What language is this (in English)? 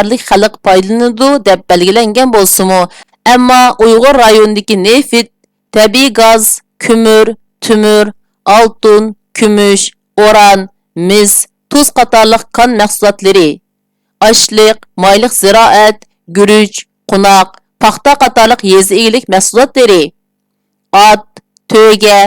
Uyghur